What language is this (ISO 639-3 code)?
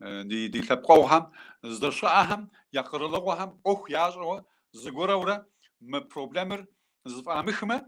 kbd